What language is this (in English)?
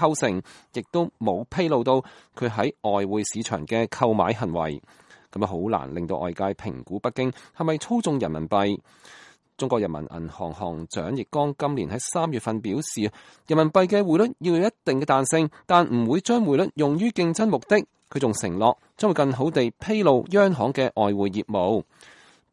Cantonese